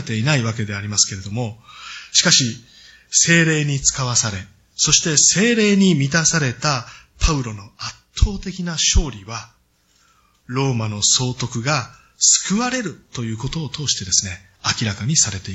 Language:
Japanese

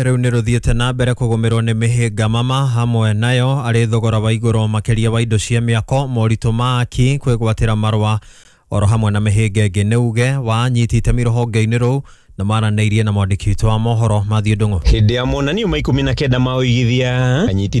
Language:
Kikuyu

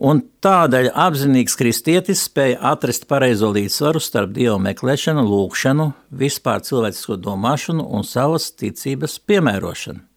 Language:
Latvian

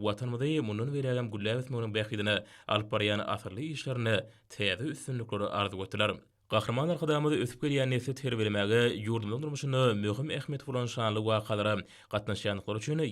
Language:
Turkmen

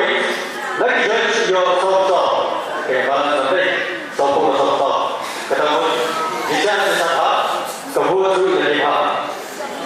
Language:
Khasi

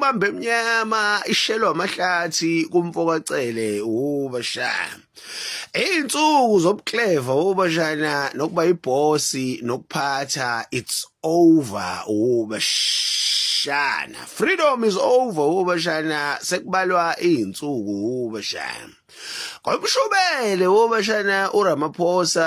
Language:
Zulu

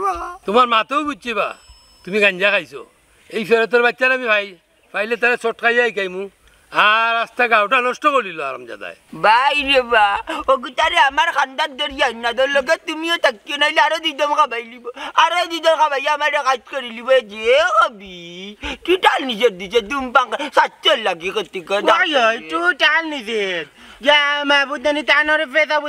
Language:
Sylheti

